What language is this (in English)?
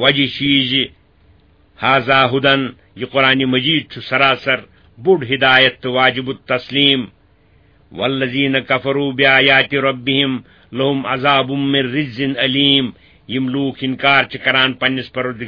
Kashmiri